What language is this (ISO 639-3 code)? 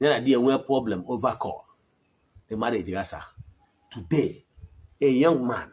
ibo